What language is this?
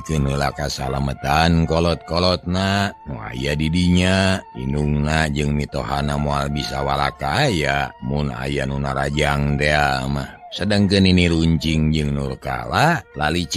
Sundanese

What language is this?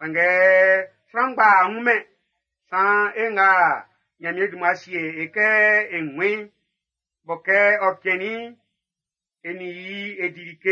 Baoulé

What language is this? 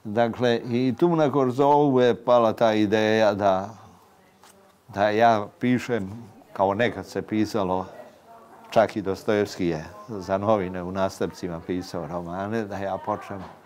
Serbian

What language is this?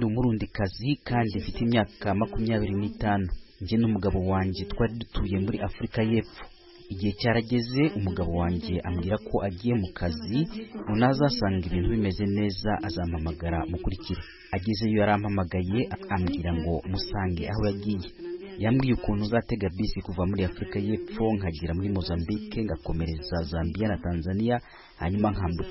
Kinyarwanda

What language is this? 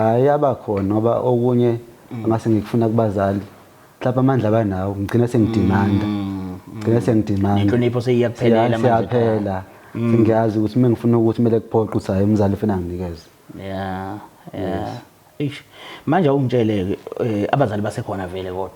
Zulu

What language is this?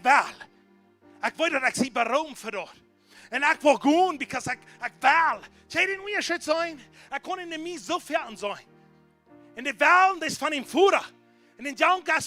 Plautdietsch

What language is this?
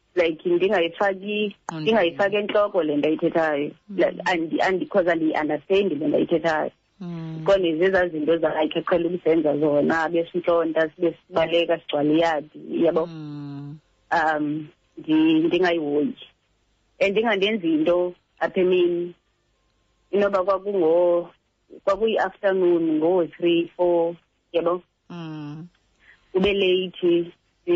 Xhosa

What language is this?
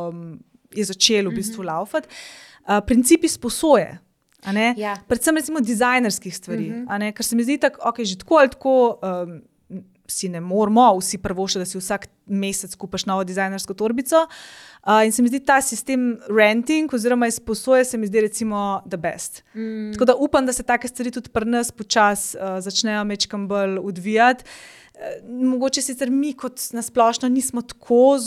Slovenian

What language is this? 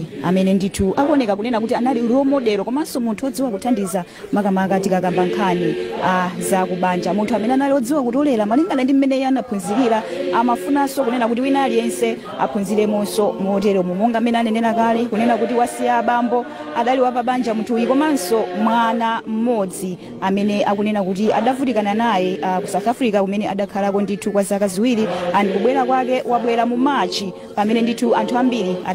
Nyanja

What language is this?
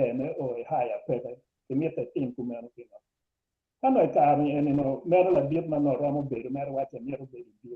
Acoli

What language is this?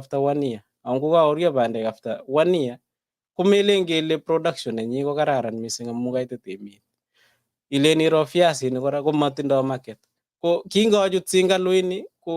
Kalenjin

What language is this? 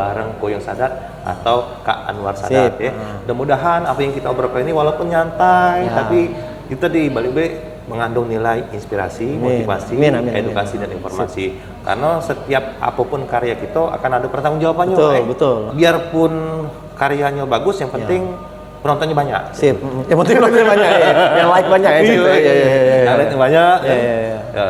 Musi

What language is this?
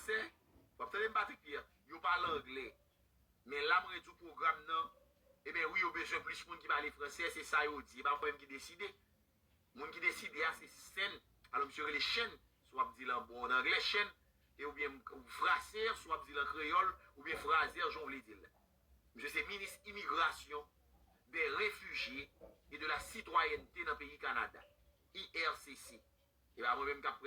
Haitian Creole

